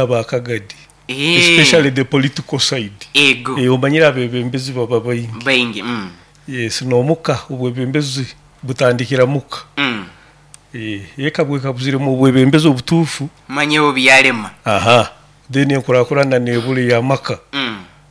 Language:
Nyoro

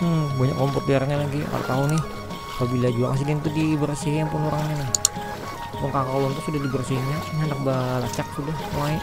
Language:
Banjar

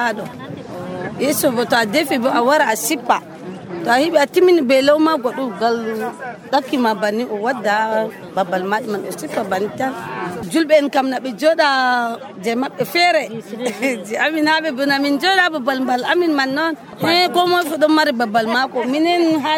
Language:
Nigerian Fulfulde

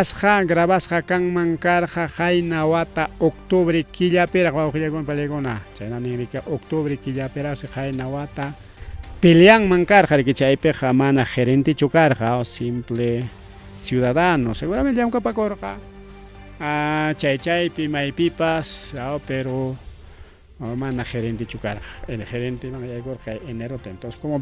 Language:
Ayacucho Quechua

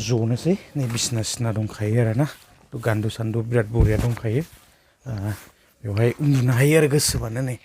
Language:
Bodo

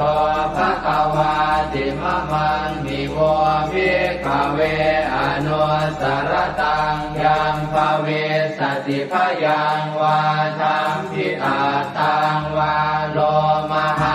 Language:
Pali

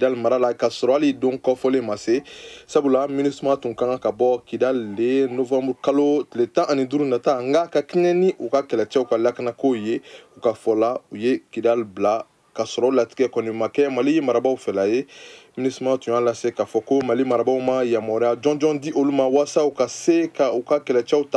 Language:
Bambara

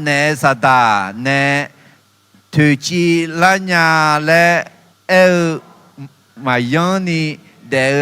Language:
Akha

